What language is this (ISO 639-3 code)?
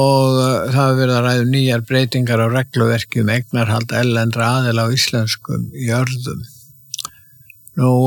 isl